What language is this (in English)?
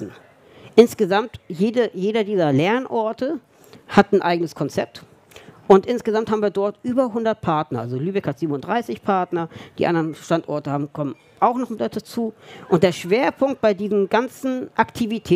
German